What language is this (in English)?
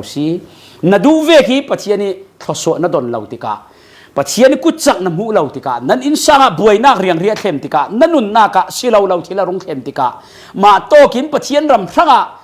Falam Chin